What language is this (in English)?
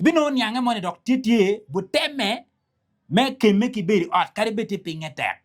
Acoli